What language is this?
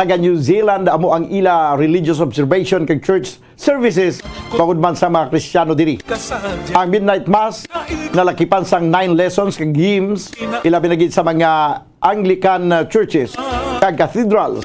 Hiligaynon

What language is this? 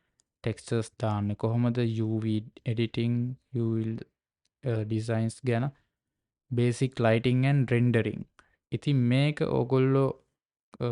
Sinhala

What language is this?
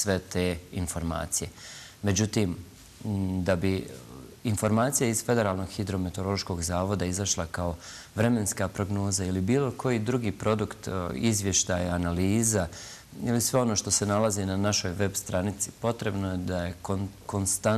Bosnian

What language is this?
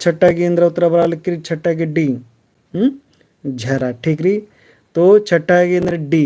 Kurukh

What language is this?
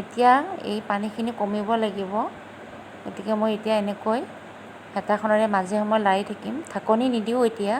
Assamese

